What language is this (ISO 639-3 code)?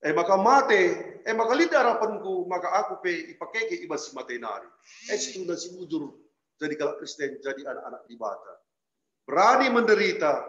btx